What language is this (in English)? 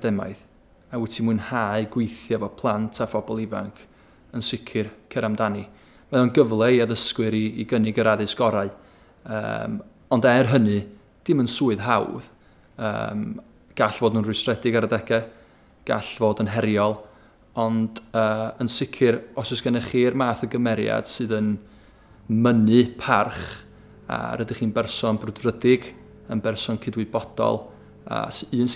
Welsh